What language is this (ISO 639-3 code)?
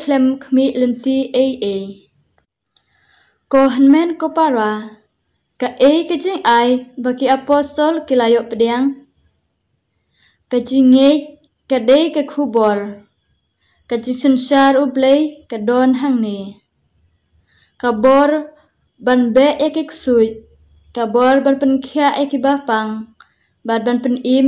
kha